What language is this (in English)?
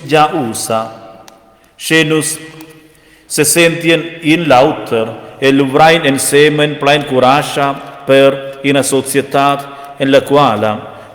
Romansh